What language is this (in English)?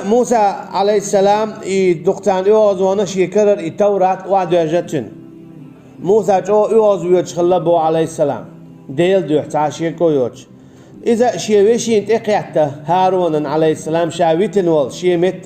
Chechen